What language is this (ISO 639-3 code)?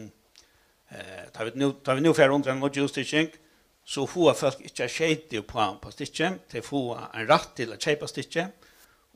fao